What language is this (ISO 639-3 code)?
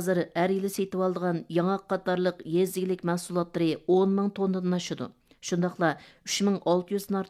uig